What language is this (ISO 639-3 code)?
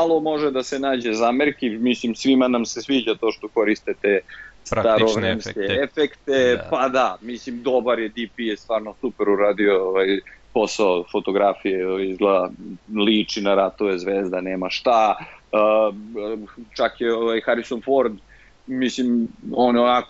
srp